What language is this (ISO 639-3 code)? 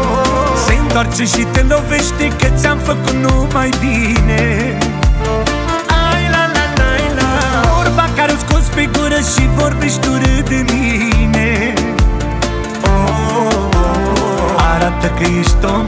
ron